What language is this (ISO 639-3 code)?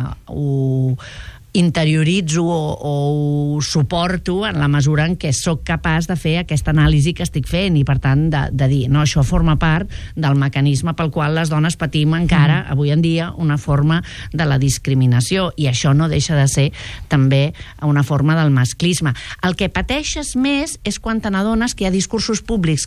cat